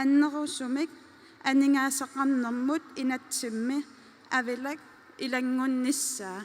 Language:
Kalaallisut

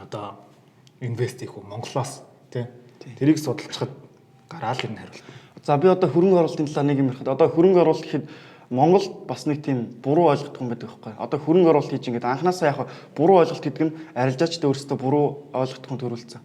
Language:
Mongolian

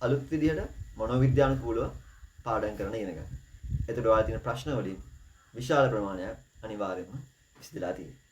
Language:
Sinhala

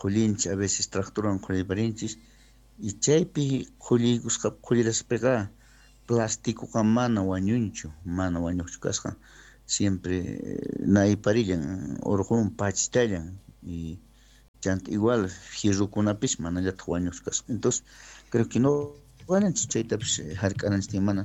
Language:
South Bolivian Quechua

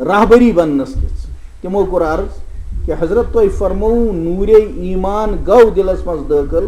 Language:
Kashmiri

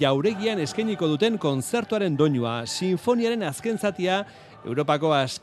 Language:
Basque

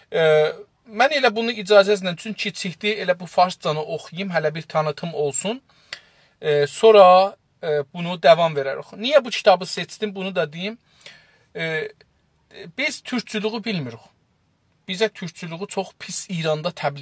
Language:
South Azerbaijani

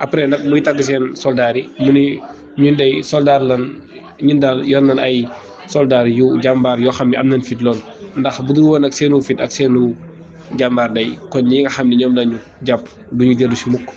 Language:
Wolof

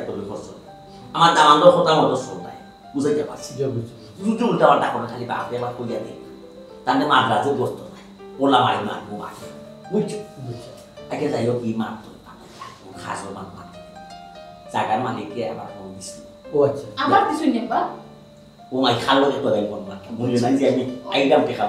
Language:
Sylheti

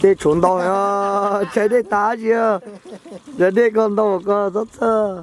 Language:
Hmong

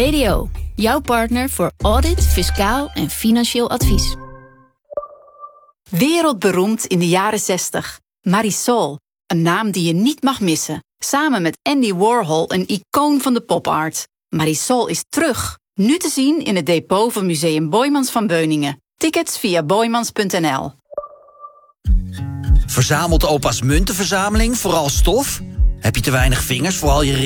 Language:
Dutch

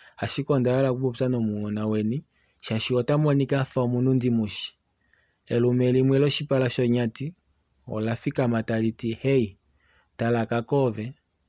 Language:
Kuanyama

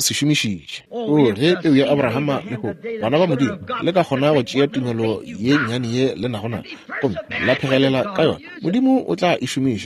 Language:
Northern Sotho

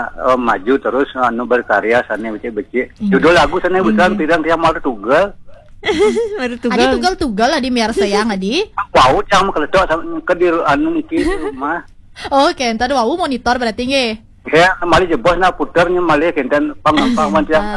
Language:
Balinese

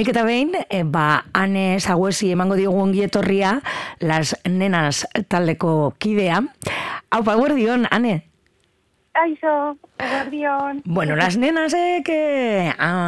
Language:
Basque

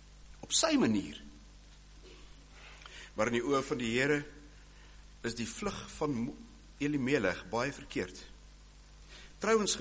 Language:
Afrikaans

